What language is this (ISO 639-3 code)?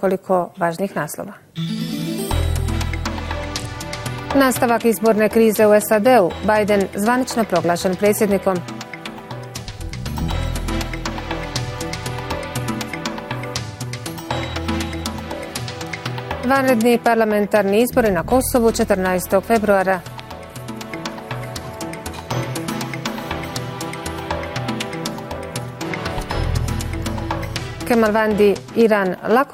bos